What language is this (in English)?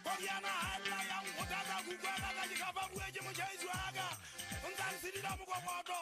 Southern Sotho